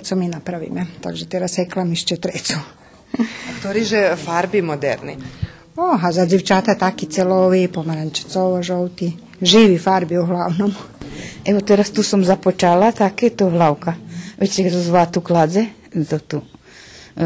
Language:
Rusyn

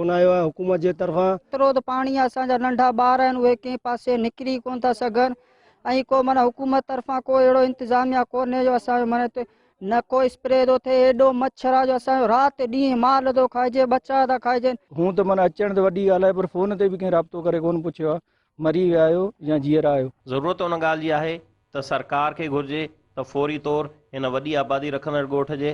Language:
Sindhi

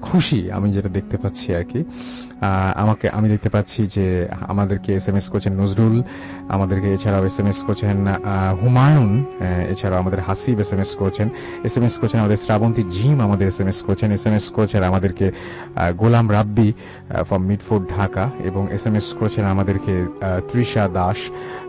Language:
Bangla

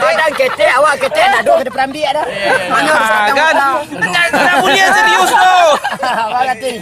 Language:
Minangkabau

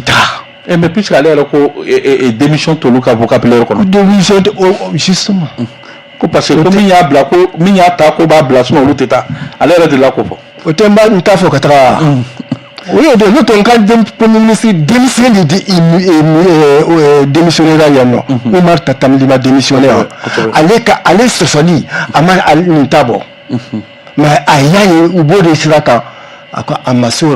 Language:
Bambara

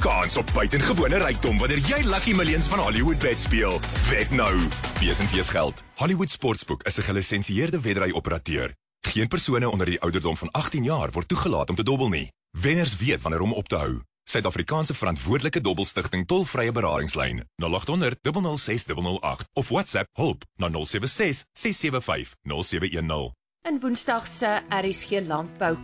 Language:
Afrikaans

